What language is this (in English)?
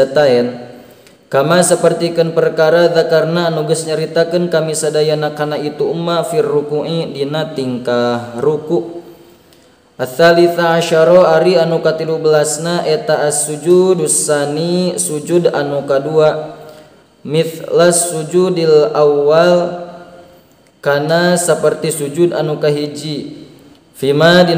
Sundanese